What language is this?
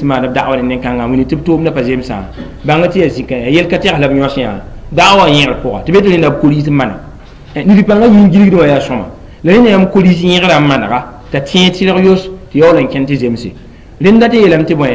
Mossi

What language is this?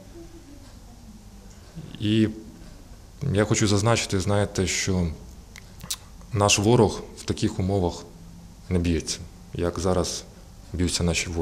Ukrainian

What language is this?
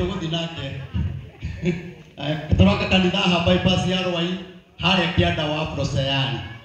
Kikuyu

